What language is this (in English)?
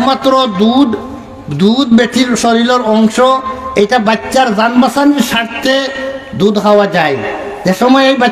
Sylheti